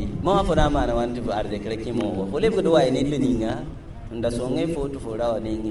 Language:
Mossi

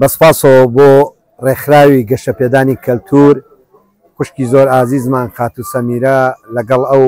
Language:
Central Kurdish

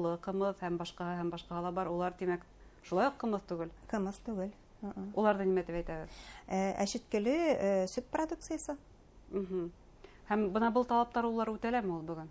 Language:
Bashkir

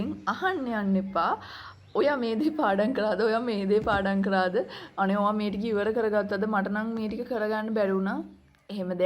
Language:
Sinhala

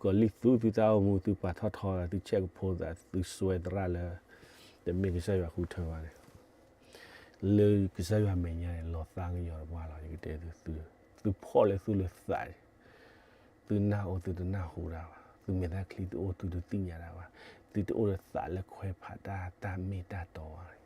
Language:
S'gaw Karen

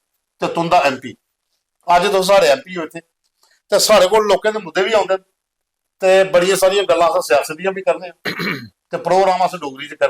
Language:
Dogri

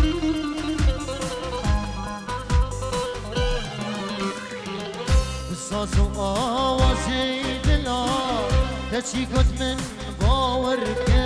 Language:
Kurdish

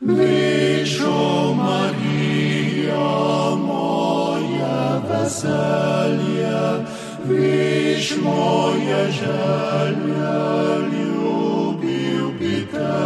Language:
Slovenian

